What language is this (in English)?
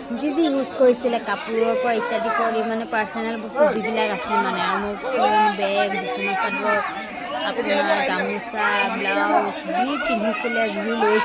Assamese